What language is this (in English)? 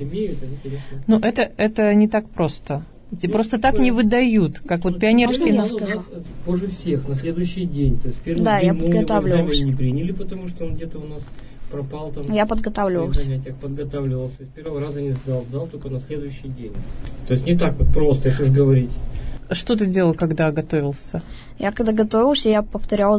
Russian